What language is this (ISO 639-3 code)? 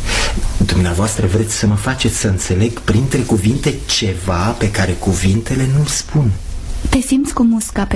ron